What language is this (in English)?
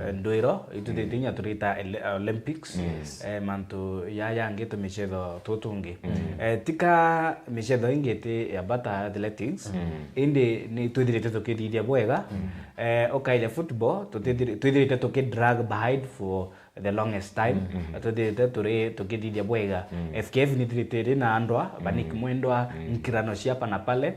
Meru